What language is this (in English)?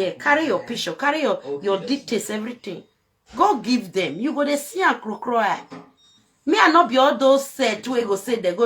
Nigerian Pidgin